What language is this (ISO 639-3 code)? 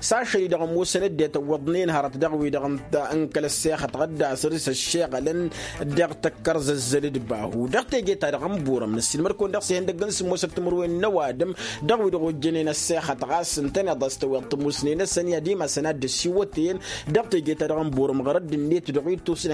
taq